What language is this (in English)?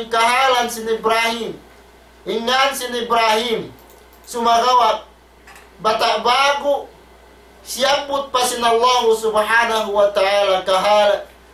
Tausug